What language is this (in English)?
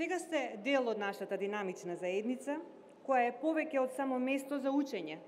Macedonian